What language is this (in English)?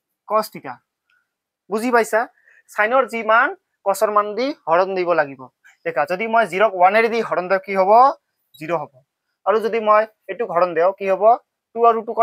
Assamese